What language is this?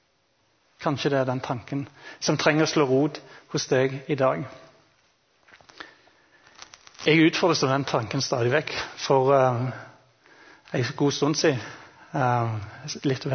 Norwegian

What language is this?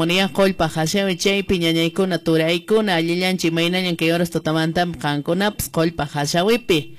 Quechua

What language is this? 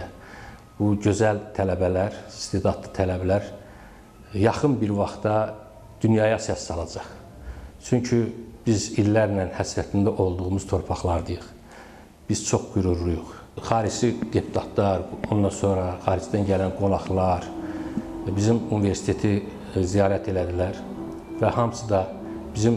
Azerbaijani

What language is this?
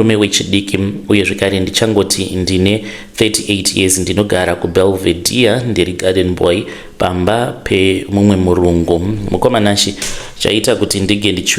Shona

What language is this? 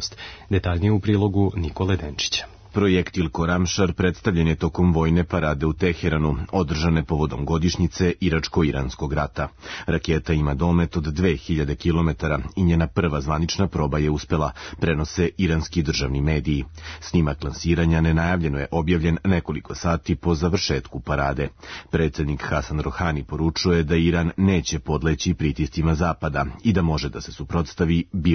Serbian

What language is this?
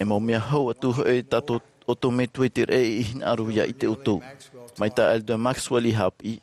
Tahitian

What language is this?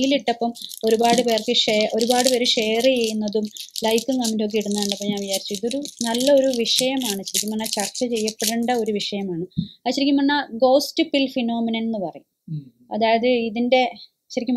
Malayalam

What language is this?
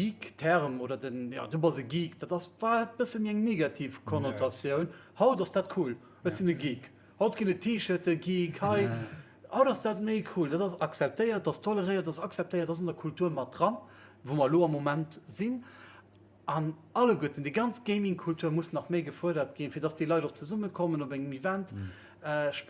Luxembourgish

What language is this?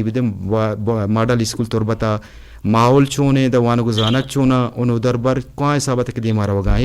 Eastern Balochi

